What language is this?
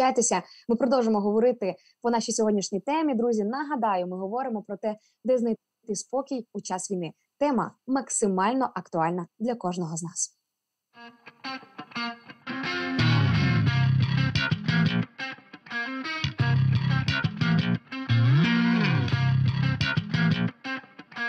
Ukrainian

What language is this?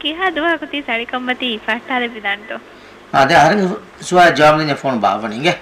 Divehi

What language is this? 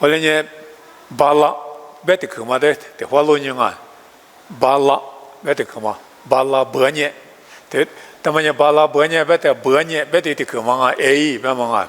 Lisu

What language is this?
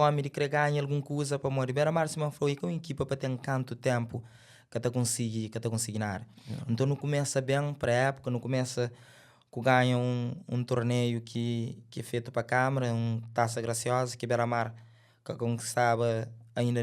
Kabuverdianu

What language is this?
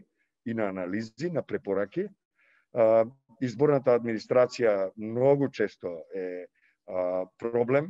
Macedonian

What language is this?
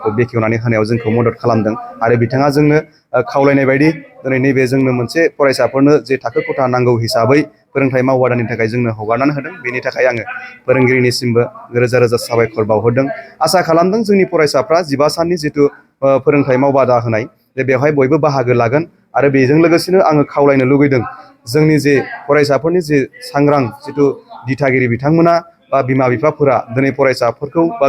Bodo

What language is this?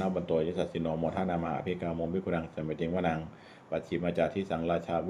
Pali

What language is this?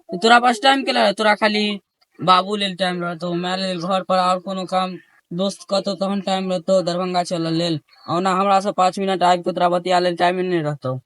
Maithili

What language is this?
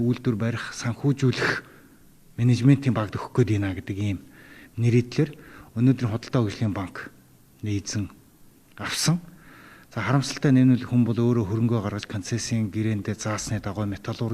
Mongolian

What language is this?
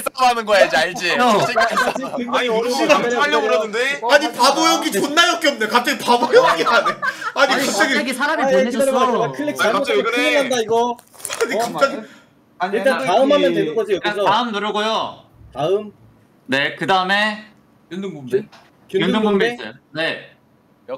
Korean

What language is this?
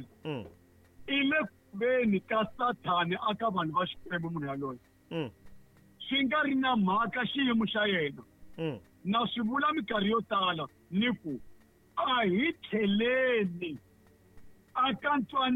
Tsonga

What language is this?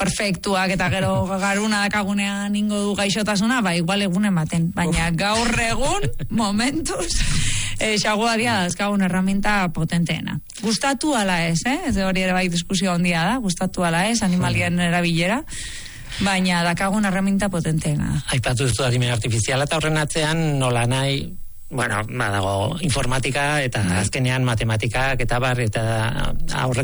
Basque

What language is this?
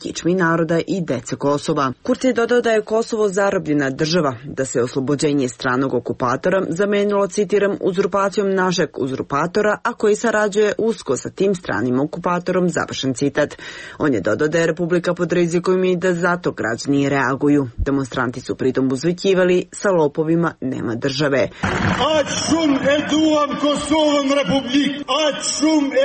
Serbian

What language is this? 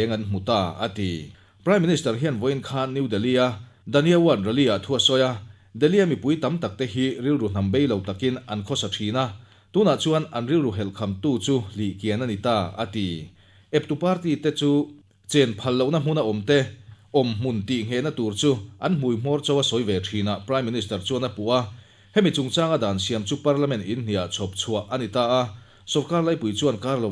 Mizo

